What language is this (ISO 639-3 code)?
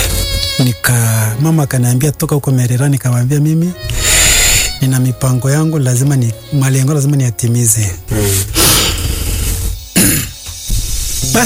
swa